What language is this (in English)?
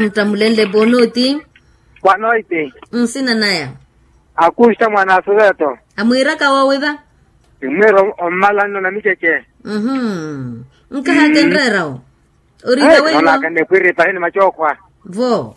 Makhuwa